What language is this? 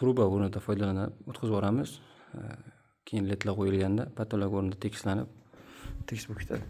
Uzbek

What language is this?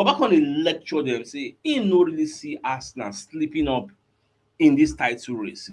Nigerian Pidgin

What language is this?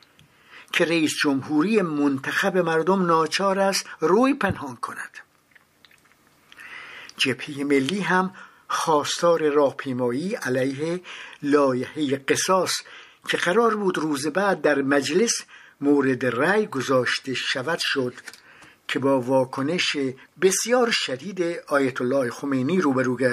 Persian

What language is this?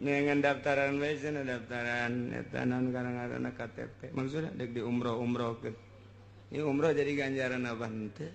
Sundanese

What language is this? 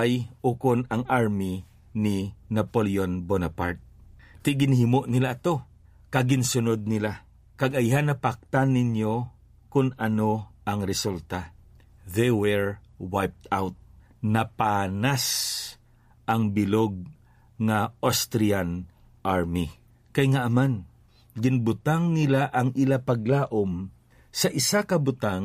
Hiligaynon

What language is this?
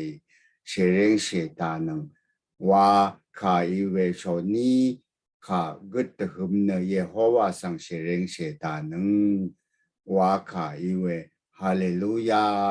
Rawang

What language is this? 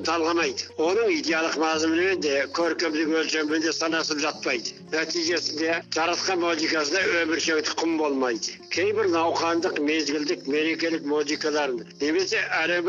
Kazakh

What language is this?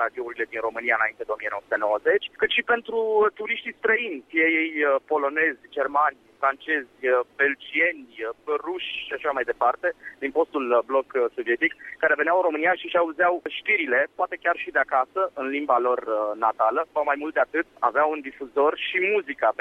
Romanian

